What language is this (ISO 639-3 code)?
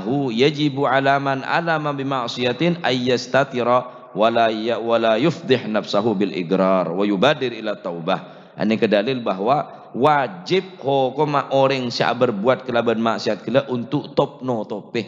mad